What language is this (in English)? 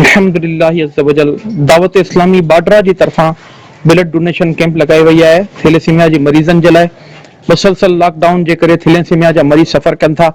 Sindhi